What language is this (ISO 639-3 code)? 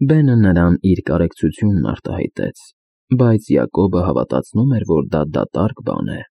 hye